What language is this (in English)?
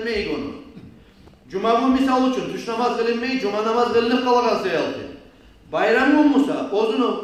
Kumyk